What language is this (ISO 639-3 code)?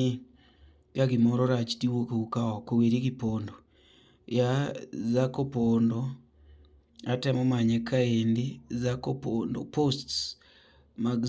luo